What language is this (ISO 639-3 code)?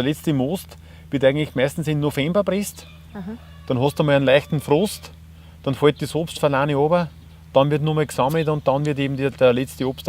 bar